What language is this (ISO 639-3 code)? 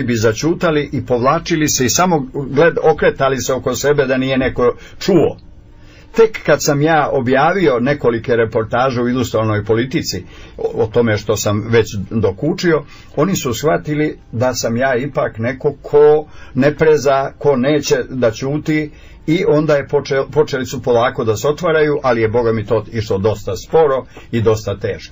srp